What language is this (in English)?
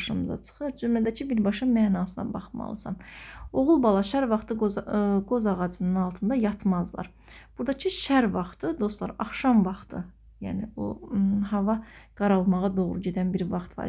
Azerbaijani